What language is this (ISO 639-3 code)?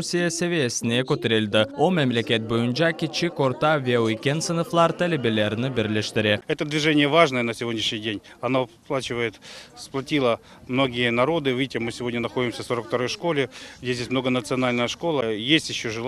crh